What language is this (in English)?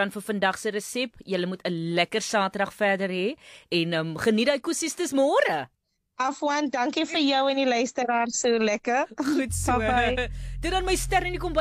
Afrikaans